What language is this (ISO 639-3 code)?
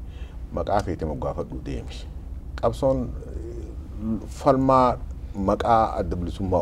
orm